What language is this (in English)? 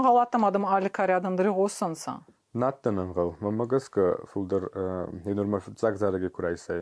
Ossetic